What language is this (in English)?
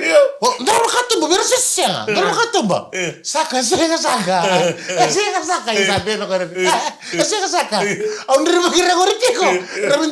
Fijian